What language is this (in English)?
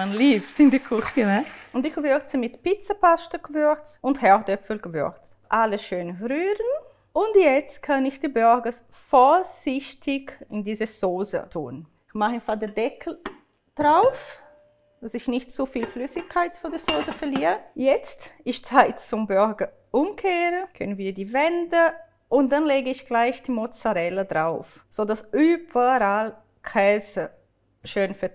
Swiss German